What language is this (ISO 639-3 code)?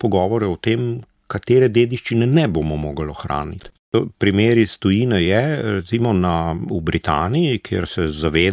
slv